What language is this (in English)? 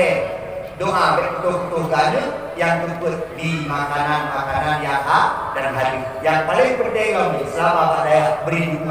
Achinese